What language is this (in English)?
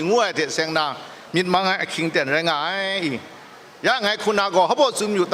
Kachin